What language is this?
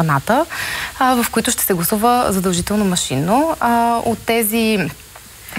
Bulgarian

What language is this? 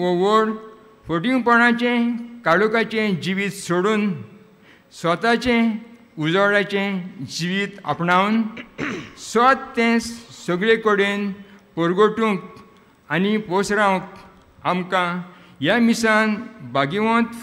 Konkani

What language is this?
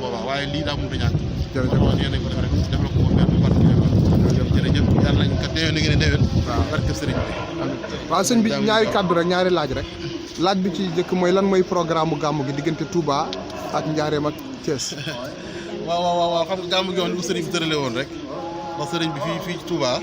Wolof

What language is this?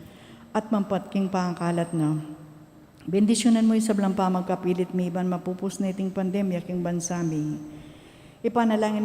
Pampanga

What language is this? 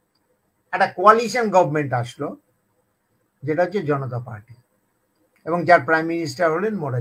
Bangla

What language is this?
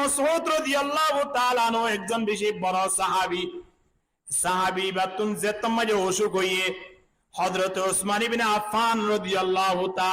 Rohingya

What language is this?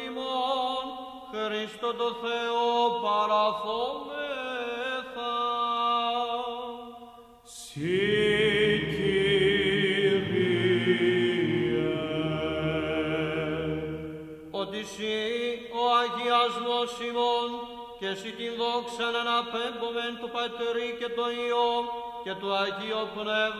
Greek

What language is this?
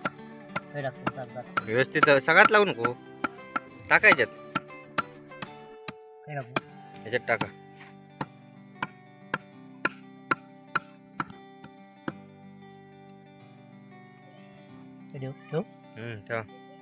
Marathi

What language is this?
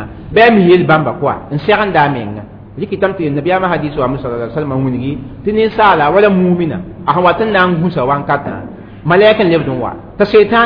Mossi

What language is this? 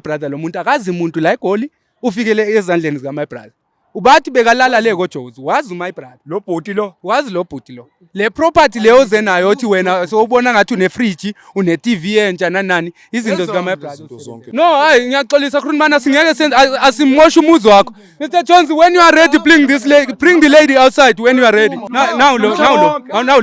Zulu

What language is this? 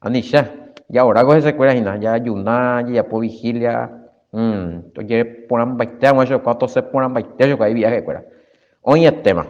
Guarani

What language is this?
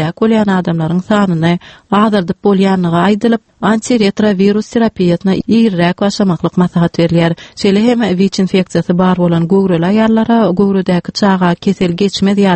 Turkmen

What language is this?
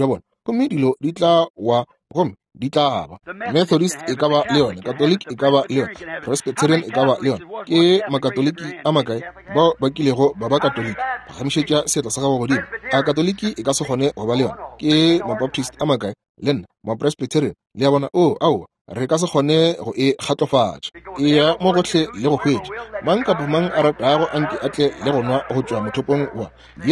Northern Sotho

